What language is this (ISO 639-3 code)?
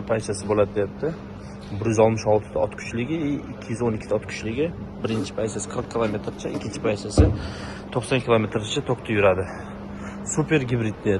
uzb